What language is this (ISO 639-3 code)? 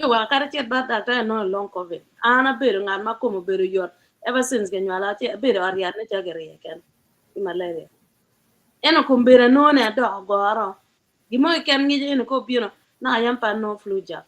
ach